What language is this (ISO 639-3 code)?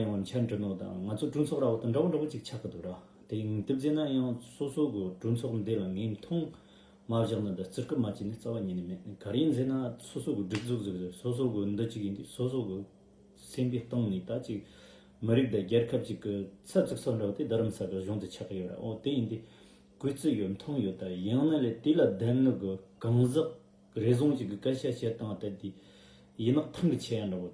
bod